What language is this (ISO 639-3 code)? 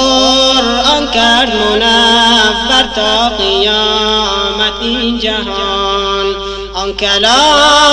fas